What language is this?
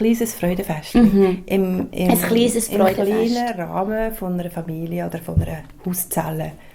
Swiss German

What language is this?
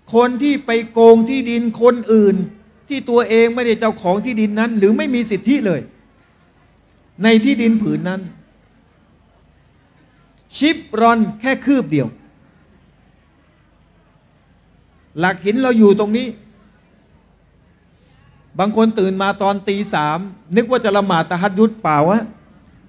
Thai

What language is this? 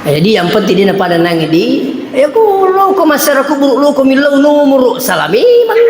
Buginese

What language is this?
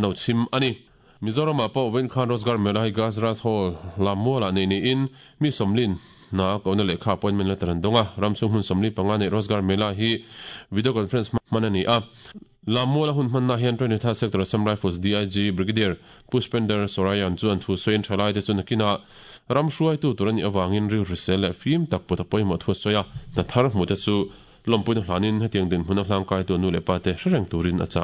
Mizo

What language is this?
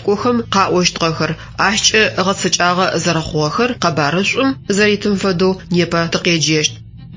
Adyghe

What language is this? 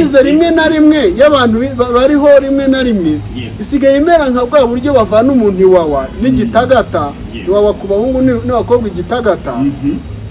Kinyarwanda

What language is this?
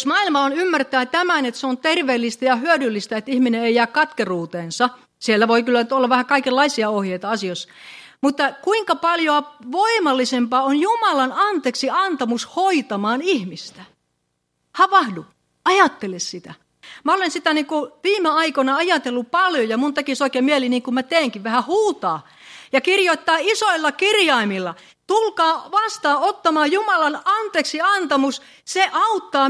Finnish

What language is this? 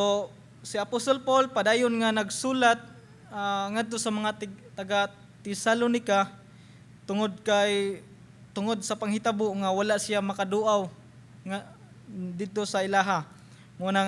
Cebuano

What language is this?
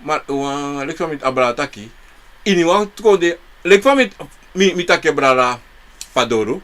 Sranan Tongo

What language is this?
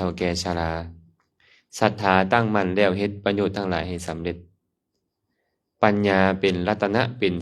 Lao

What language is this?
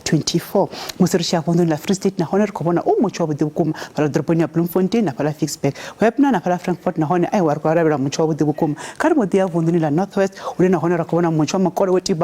Venda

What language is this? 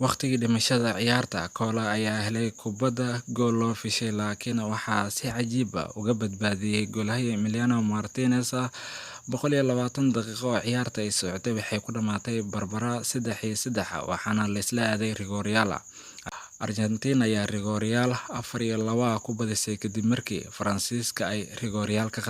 Somali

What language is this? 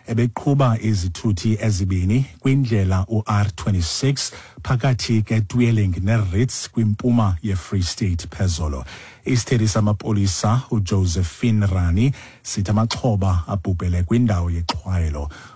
Xhosa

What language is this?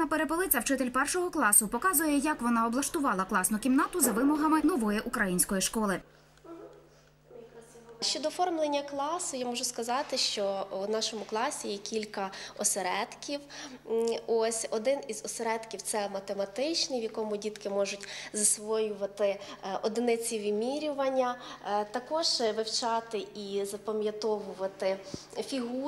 Ukrainian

